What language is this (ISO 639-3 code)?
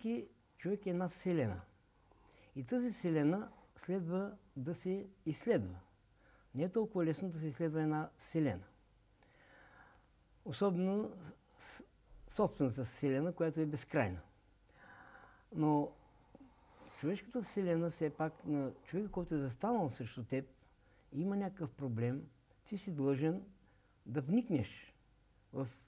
bul